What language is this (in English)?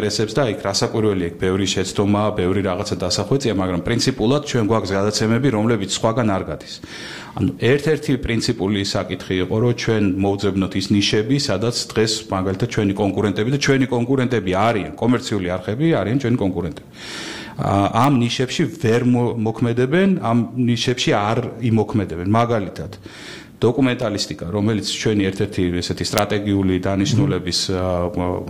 Georgian